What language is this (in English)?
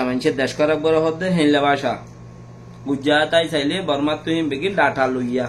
Rohingya